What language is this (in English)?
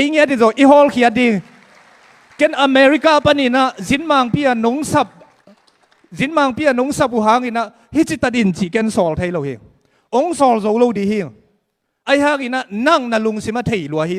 Tedim Chin